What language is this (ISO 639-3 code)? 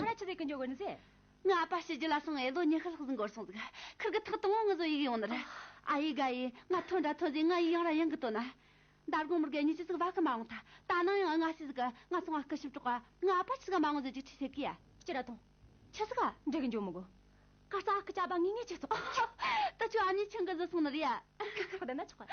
adx